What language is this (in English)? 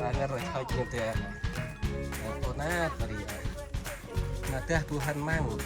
Central Mnong